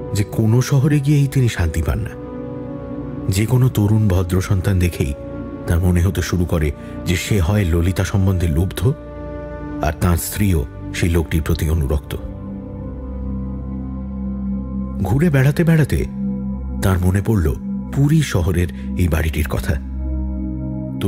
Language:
Bangla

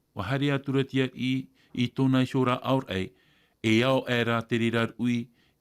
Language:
Tahitian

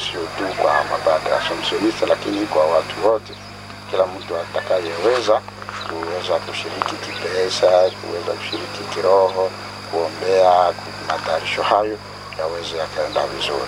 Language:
Swahili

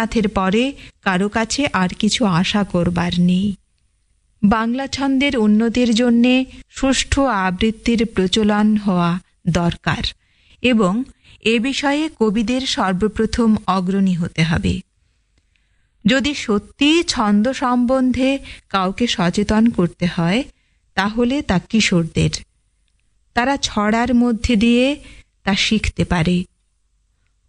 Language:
Bangla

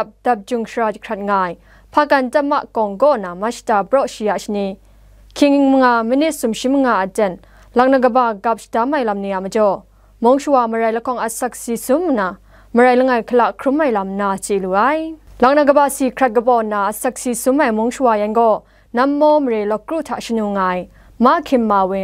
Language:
Kachin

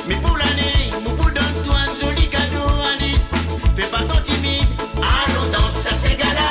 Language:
Morisyen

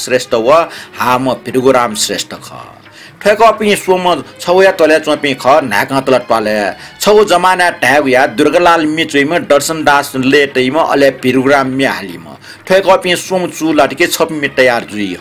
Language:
Newari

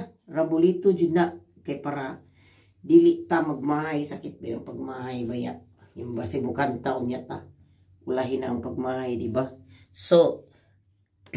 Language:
Cebuano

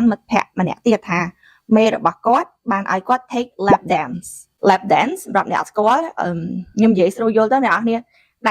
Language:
Khmer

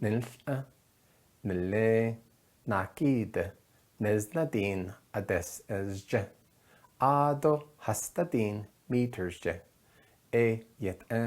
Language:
Navajo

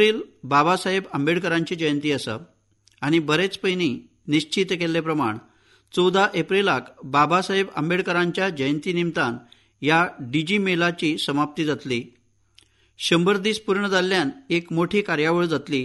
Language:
Konkani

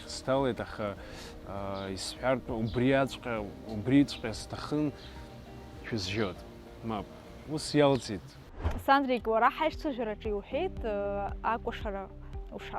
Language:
Abkhazian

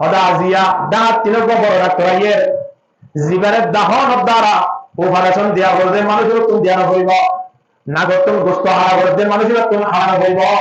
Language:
Rohingya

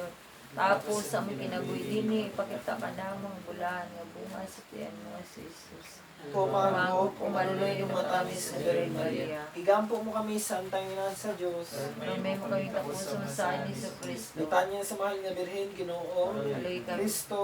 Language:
Cebuano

